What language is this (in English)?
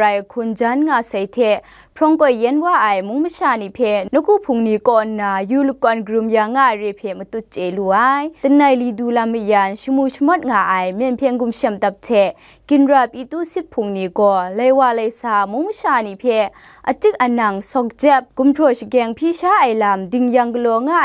Kachin